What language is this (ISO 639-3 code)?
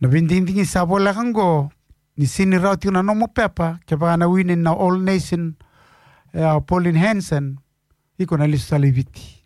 fij